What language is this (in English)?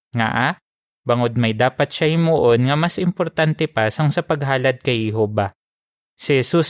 Hiligaynon